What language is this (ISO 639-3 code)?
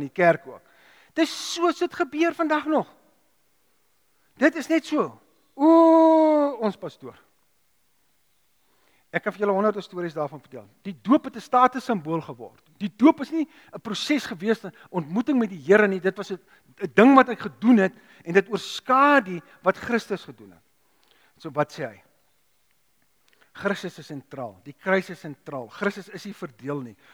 afr